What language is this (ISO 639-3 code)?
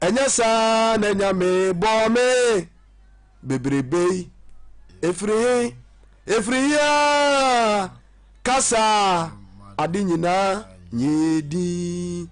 aka